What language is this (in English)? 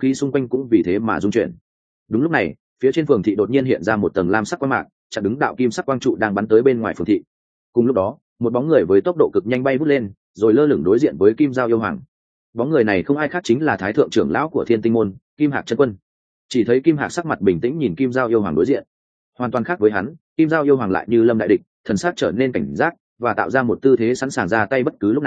Vietnamese